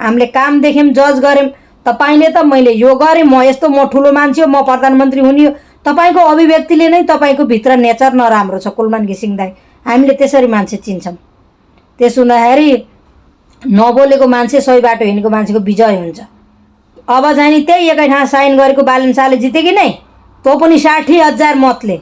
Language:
Nepali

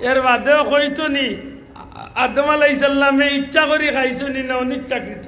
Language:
Sylheti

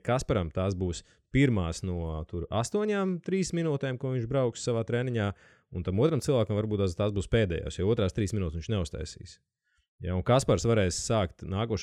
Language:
Latvian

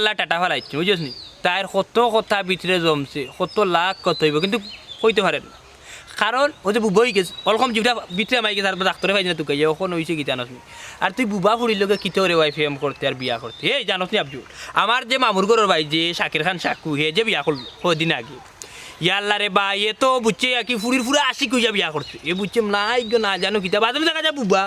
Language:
Sylheti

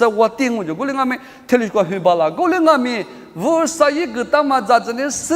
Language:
Lisu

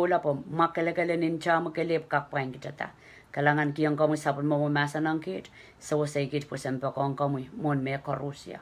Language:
Pohnpeian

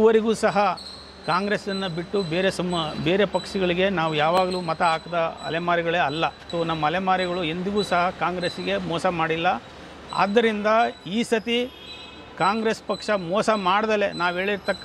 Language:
Kannada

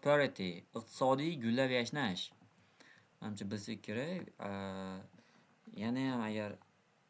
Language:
Uzbek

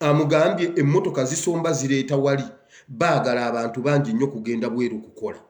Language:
Ganda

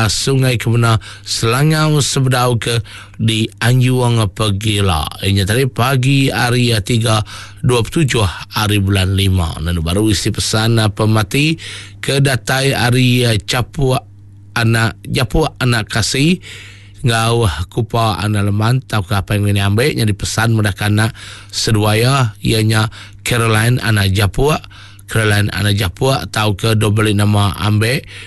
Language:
Iban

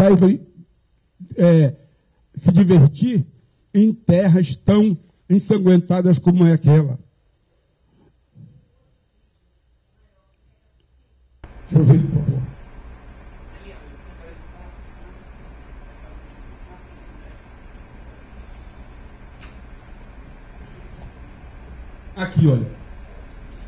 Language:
Portuguese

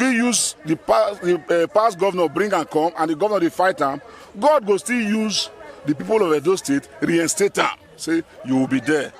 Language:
Nigerian Pidgin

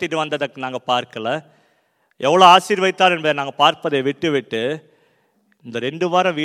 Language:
Tamil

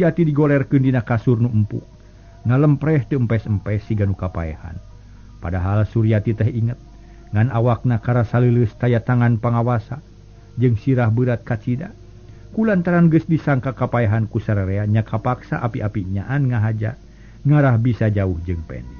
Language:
Sundanese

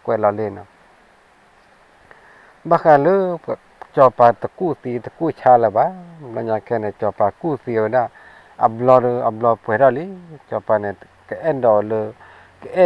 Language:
S'gaw Karen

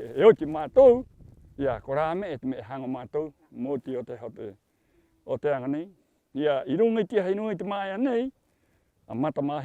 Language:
Rapanui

